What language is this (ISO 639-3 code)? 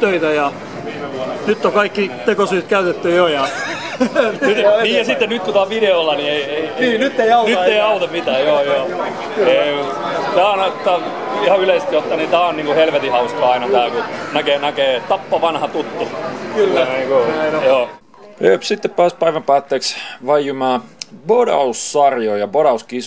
fin